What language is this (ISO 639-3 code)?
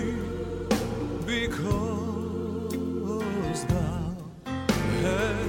est